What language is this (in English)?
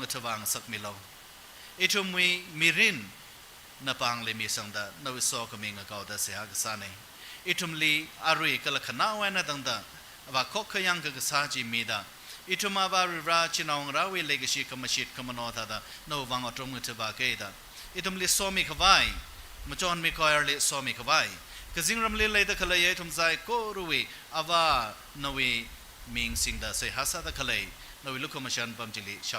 Tangkhul Naga (India)